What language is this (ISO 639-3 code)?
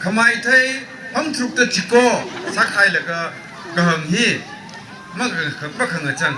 nmf